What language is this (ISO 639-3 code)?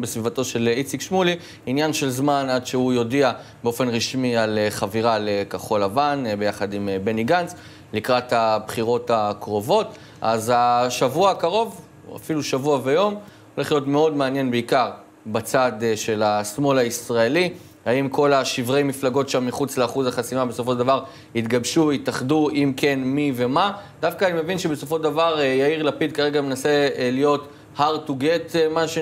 heb